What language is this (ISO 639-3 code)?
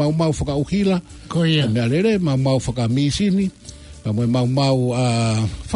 ton